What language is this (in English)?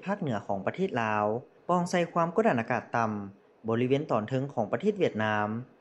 Lao